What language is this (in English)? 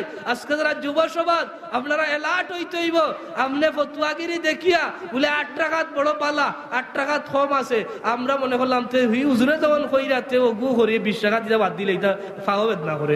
Sylheti